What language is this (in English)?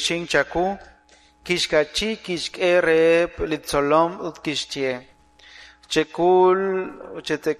Kekchí